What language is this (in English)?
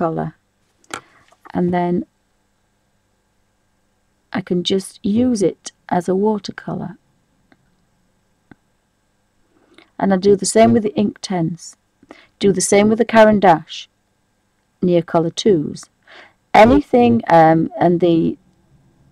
English